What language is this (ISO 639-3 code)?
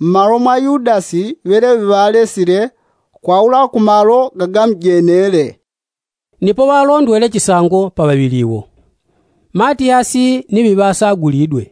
yao